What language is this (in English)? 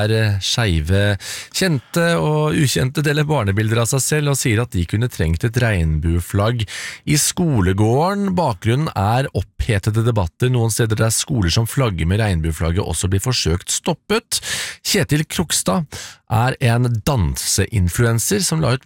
Norwegian